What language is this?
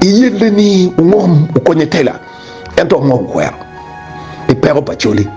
Acoli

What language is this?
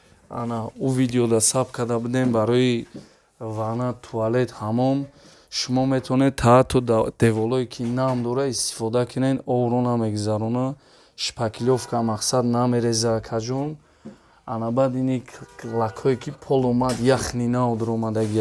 Tajik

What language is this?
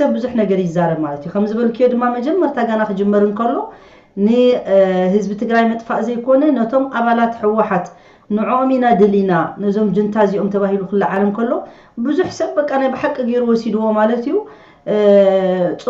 Tigrinya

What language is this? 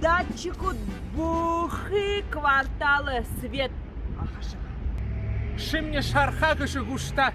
Buriat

